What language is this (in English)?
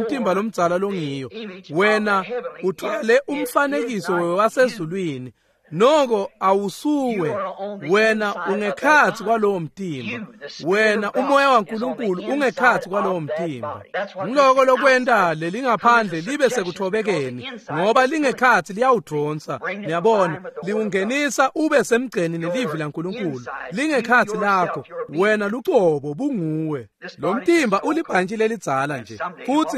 Swati